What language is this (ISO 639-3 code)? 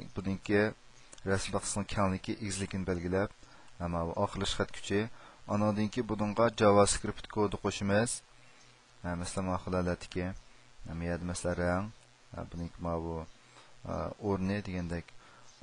uig